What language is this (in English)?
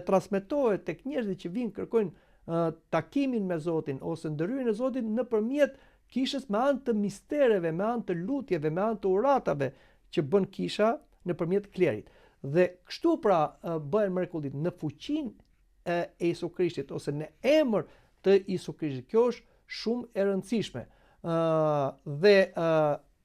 Albanian